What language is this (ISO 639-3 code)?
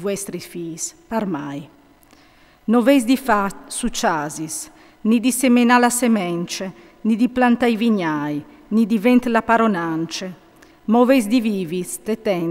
fur